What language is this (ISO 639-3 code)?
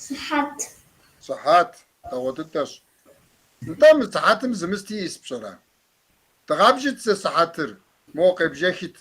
kbd